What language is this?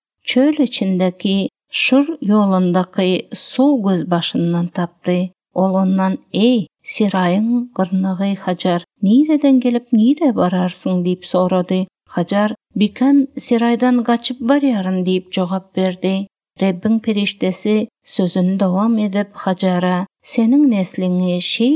Turkmen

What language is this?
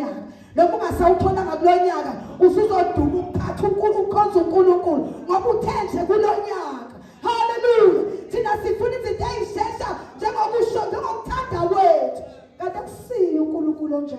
Zulu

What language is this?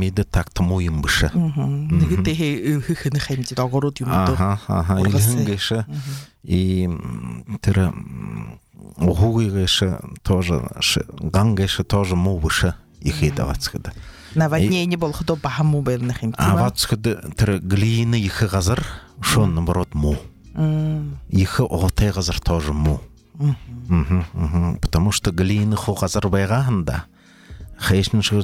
Buriat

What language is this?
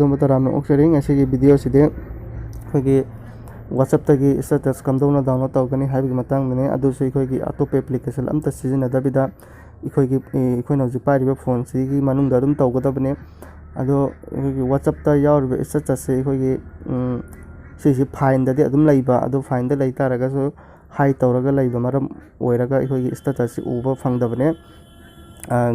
Manipuri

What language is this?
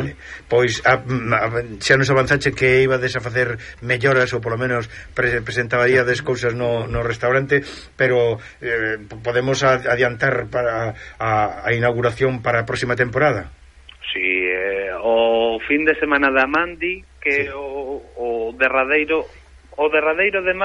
Galician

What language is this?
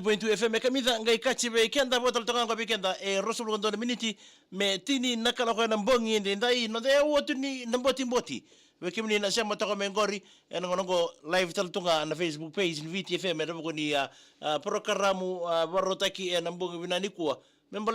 Fijian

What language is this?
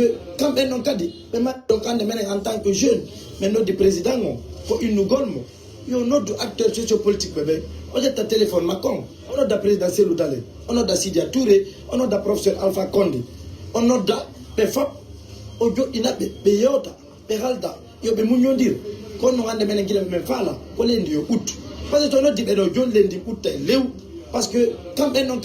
Pular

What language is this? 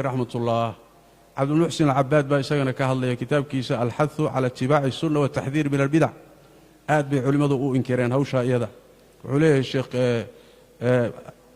Somali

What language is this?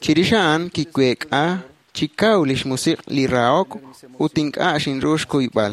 Kekchí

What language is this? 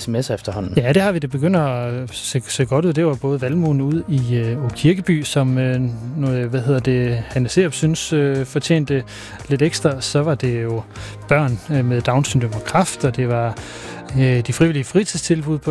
Danish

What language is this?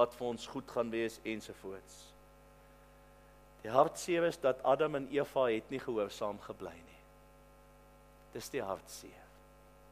Afrikaans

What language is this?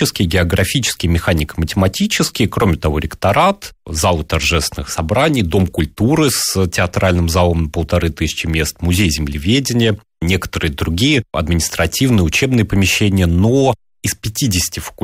Russian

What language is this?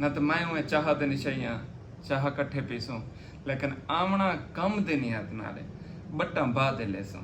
Saraiki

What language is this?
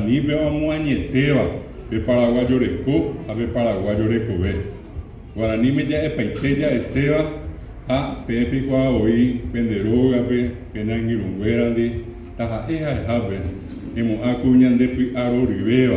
Guarani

